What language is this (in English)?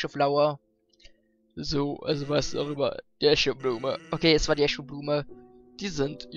German